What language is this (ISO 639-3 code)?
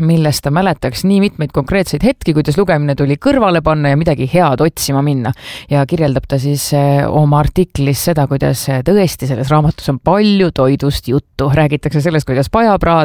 est